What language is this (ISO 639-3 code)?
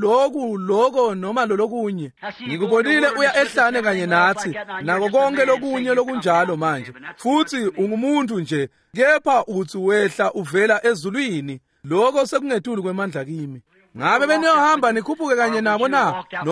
ssw